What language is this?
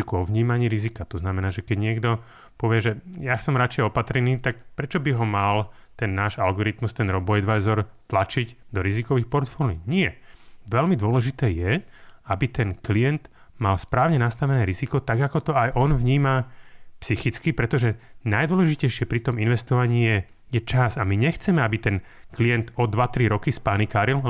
Slovak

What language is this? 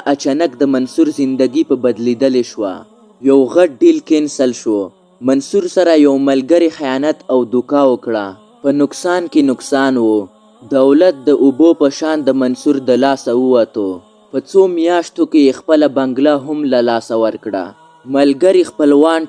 Pashto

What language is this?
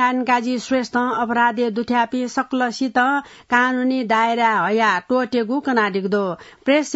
Newari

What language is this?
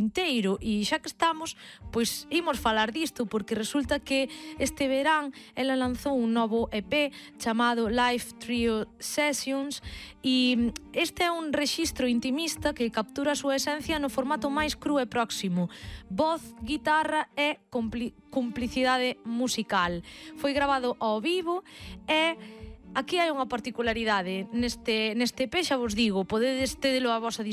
Galician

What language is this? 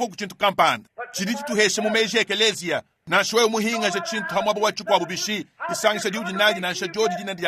Luba-Lulua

